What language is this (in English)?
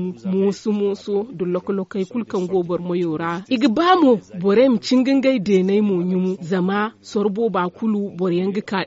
Zarma